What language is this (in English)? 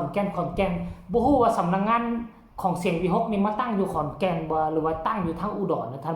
Northeastern Thai